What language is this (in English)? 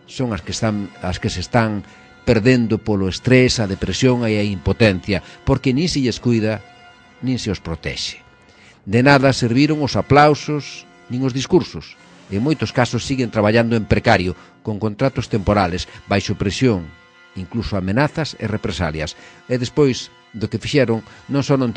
Galician